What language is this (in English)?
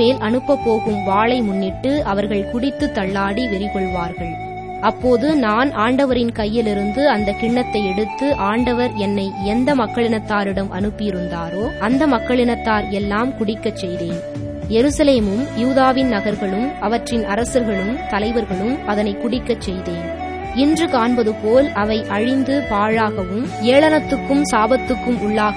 Tamil